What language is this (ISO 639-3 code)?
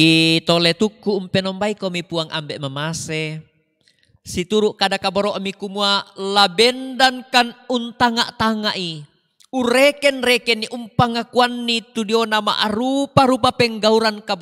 sda